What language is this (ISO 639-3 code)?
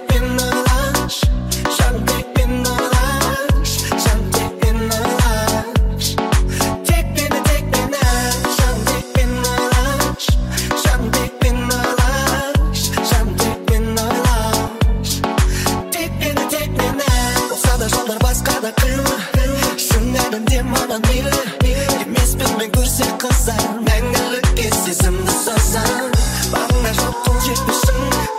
kaz